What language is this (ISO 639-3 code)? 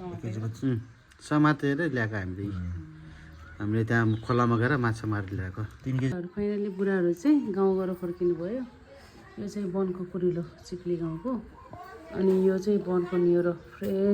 nep